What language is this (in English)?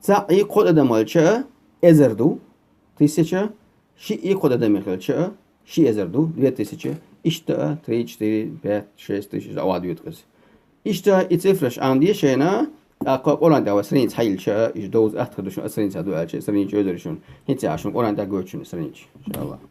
Chechen